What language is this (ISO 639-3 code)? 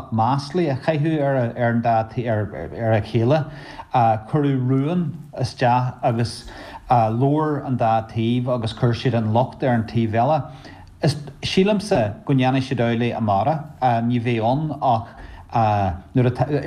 gle